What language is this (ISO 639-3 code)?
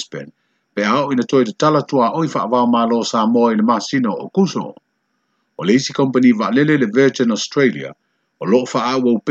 smo